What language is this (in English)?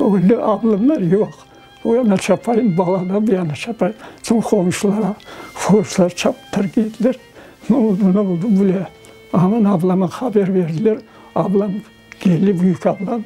Crimean Tatar